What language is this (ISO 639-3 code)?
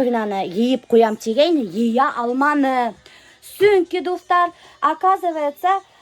bak